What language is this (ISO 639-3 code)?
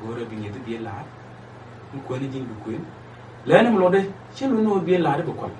nus